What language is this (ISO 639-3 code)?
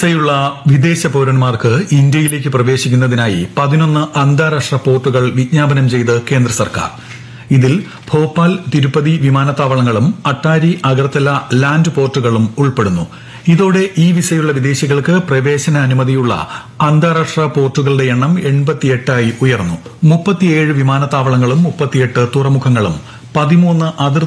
mal